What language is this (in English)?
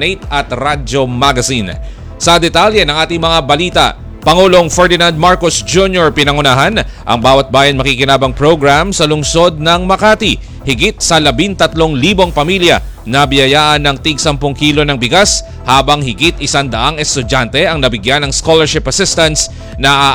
Filipino